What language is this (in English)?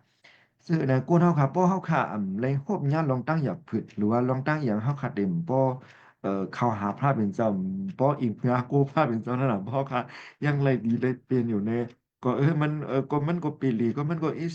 Shan